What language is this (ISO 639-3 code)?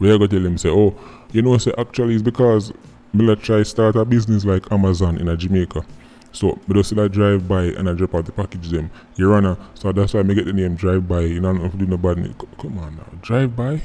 jam